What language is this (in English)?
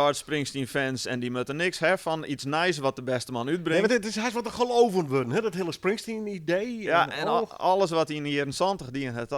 Western Frisian